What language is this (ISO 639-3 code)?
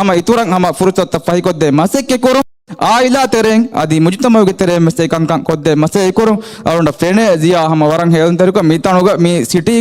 div